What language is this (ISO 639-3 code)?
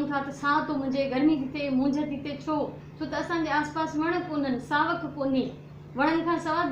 snd